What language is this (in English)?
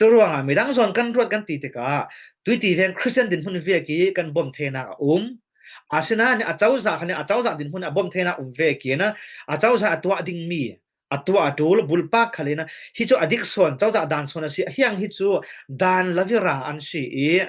Falam Chin